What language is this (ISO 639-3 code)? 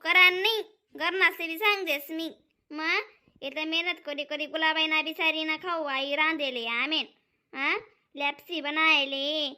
khn